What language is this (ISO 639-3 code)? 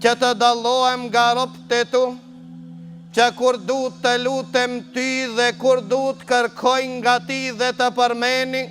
sqi